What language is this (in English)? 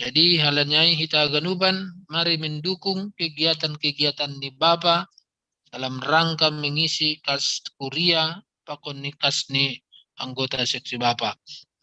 Batak Simalungun